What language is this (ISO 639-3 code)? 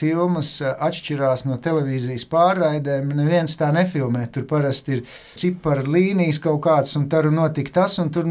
lav